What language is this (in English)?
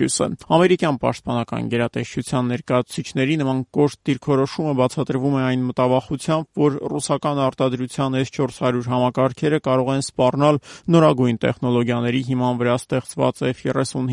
Armenian